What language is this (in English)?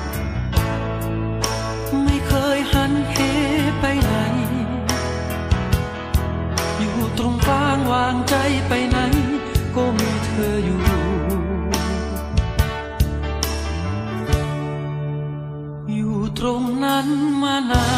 Thai